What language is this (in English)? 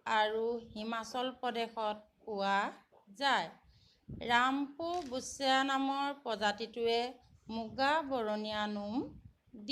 Assamese